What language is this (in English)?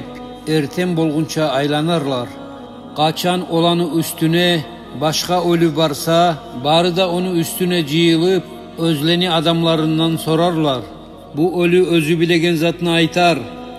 Kumyk